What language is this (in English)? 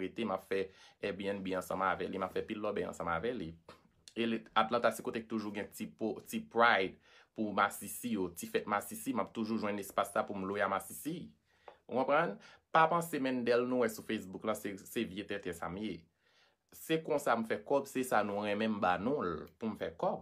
Haitian Creole